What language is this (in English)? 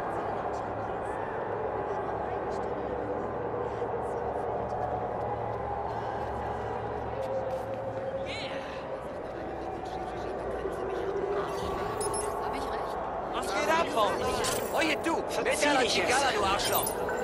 German